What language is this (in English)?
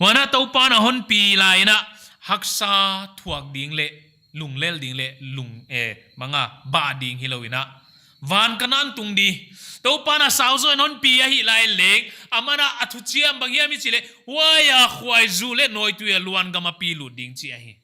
Paite Chin